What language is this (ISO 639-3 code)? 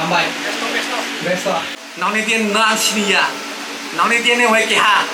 trp